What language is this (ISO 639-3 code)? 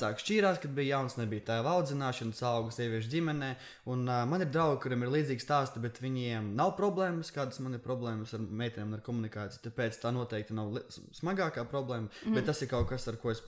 lav